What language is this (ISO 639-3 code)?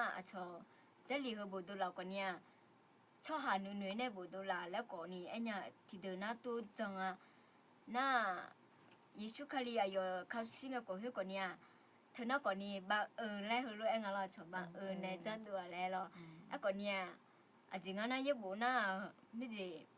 ahk